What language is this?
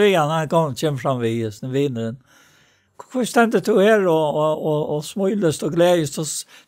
Faroese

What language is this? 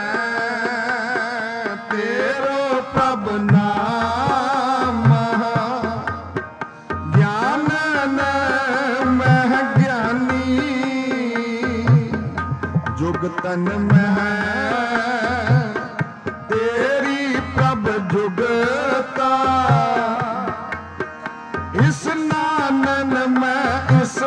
Punjabi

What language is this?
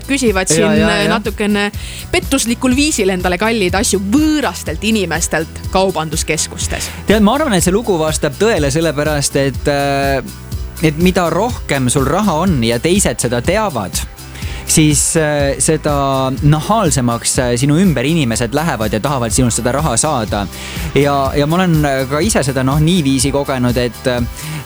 Estonian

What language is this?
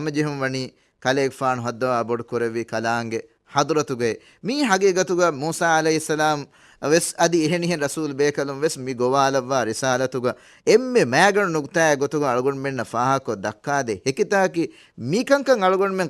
Divehi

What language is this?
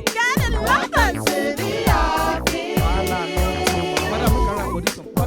Nigerian Pidgin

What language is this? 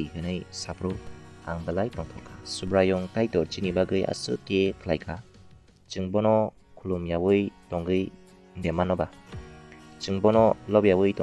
Kok Borok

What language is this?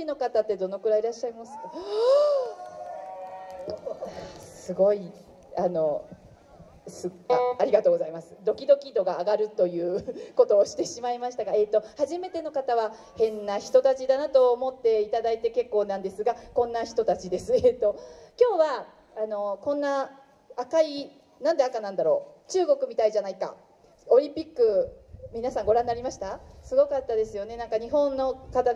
Japanese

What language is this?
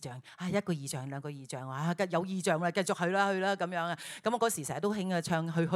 Cantonese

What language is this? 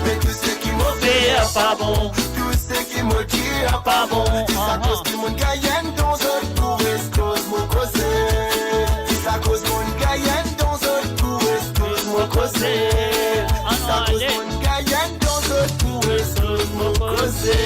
Morisyen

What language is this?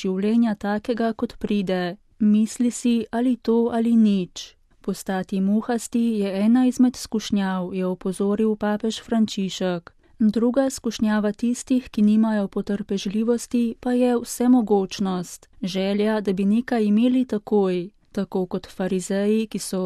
Slovenian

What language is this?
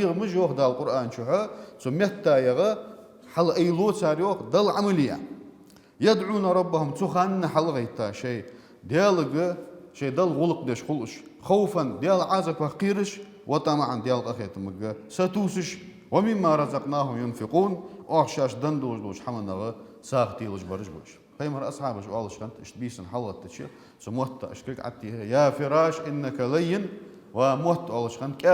Ingush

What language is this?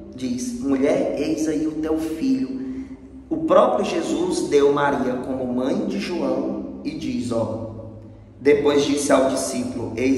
Portuguese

